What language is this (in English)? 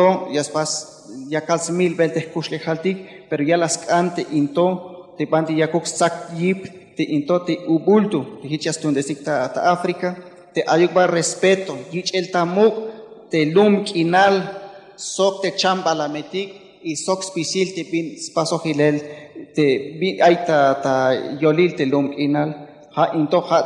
Tzeltal